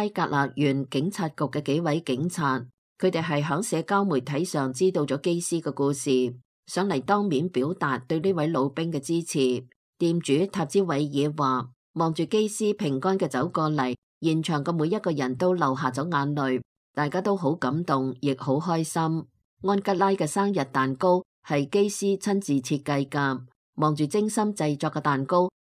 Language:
Cantonese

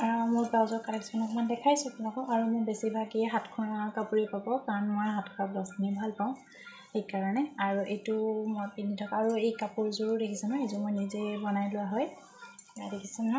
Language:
Assamese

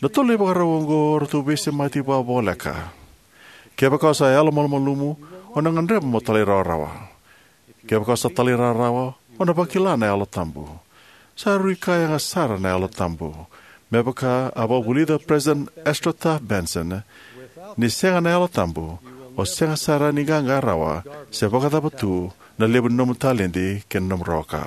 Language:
Fijian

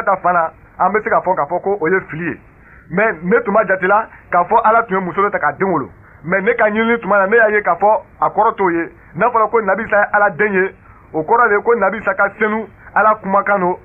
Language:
Bambara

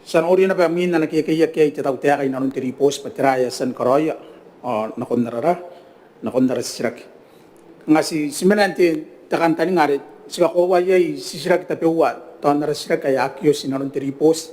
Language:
Gilbertese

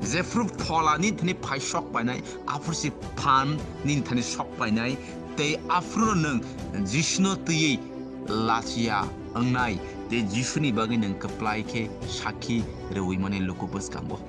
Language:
Kok Borok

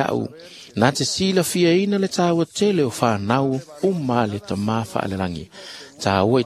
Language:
Samoan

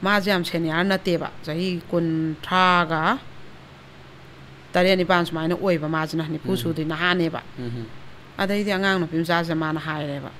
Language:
Manipuri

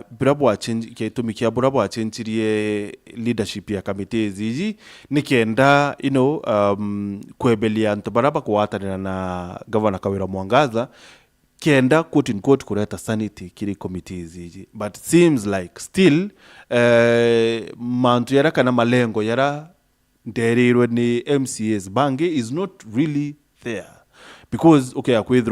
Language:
Meru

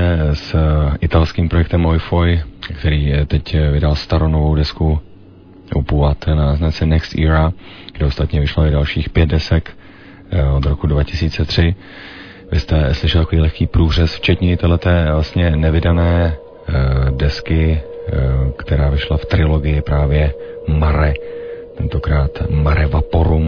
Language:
Czech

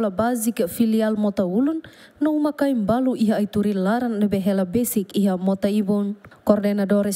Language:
Tetum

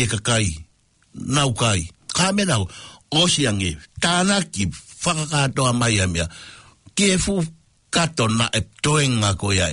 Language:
Tongan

